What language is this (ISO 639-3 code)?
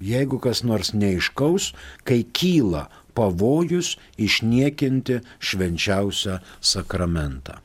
lit